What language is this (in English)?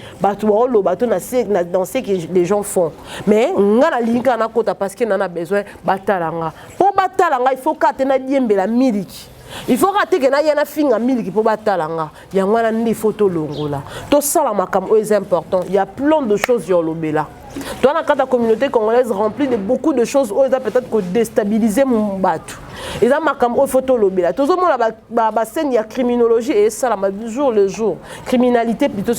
Lingala